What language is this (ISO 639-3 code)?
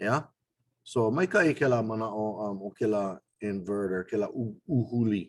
haw